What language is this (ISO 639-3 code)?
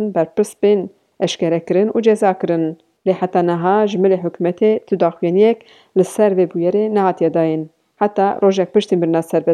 kur